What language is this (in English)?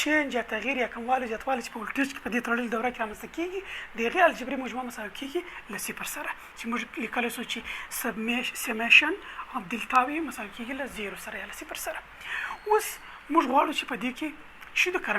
Pashto